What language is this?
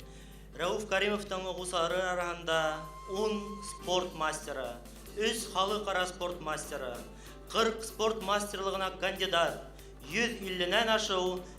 Bashkir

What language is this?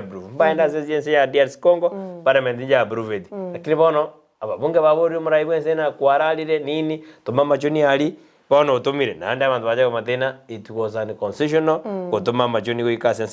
Gusii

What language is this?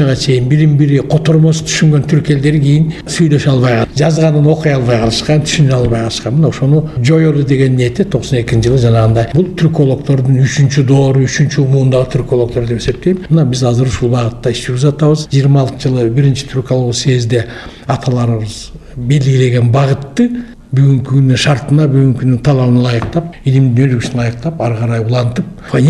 Kyrgyz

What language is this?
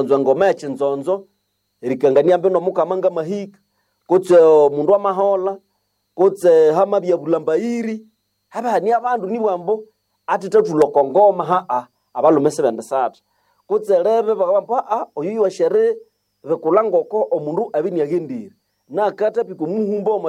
Nande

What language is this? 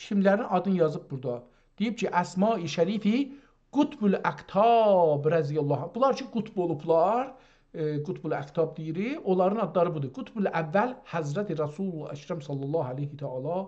South Azerbaijani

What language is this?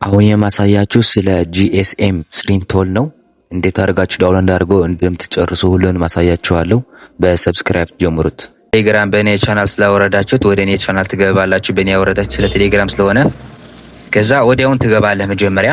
Amharic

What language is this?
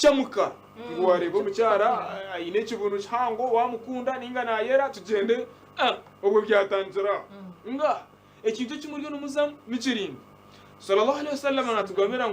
Nyankole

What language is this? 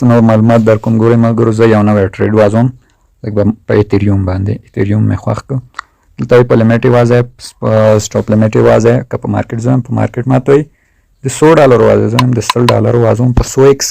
Pashto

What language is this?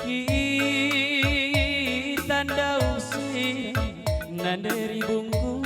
Batak Karo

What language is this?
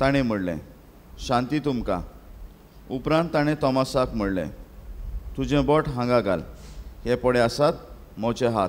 Konkani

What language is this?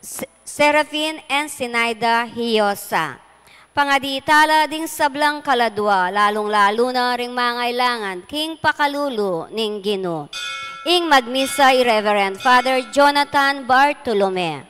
Pampanga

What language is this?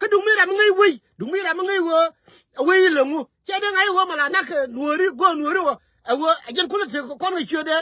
Nuer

